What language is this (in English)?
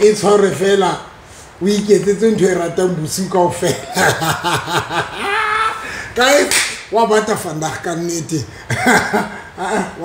Southern Sotho